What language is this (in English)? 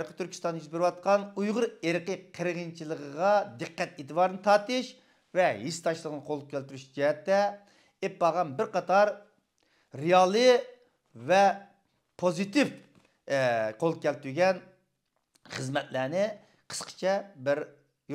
Uyghur